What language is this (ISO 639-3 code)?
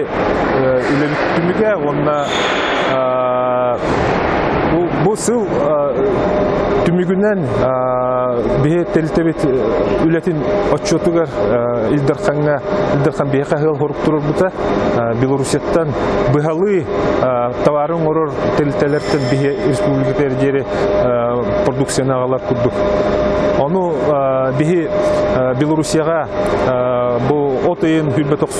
sah